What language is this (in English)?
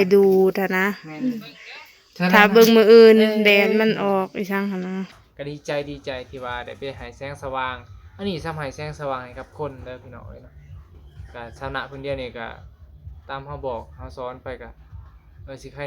Northeastern Thai